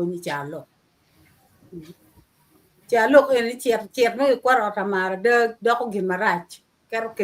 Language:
Acoli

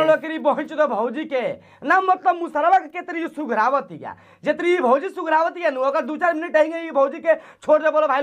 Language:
Bhojpuri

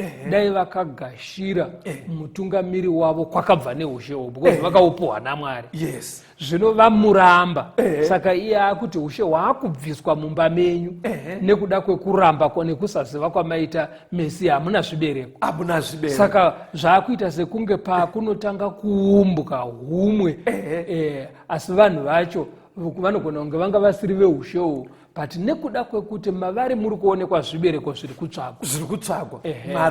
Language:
Shona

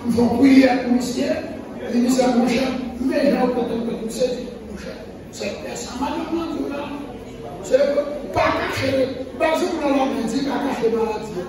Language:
Haitian Creole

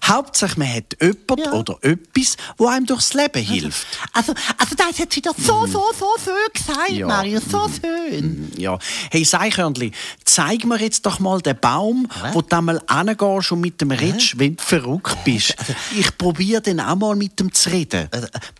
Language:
Swiss German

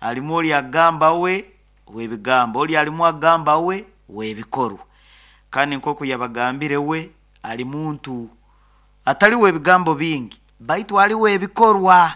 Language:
Nyoro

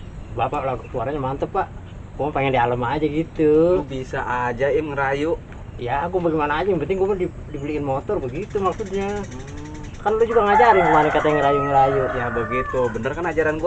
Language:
Betawi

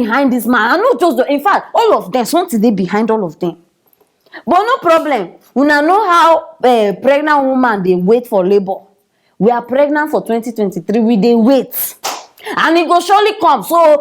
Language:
Nigerian Pidgin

